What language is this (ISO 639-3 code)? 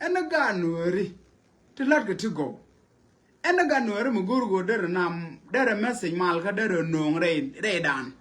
nus